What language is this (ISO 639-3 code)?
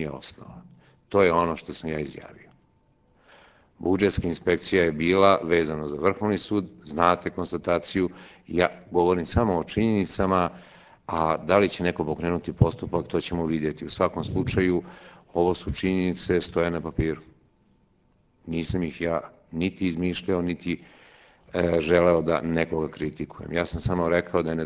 srp